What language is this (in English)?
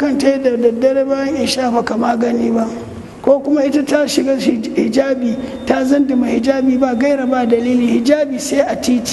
Hausa